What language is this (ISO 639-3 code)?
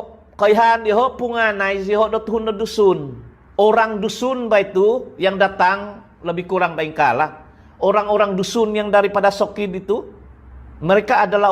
dtp